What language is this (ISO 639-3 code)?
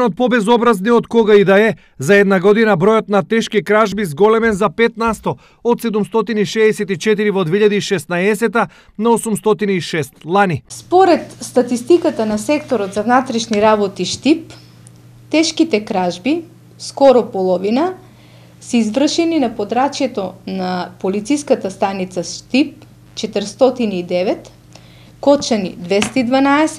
mkd